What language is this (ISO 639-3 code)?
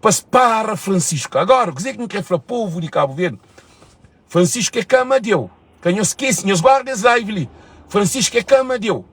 kea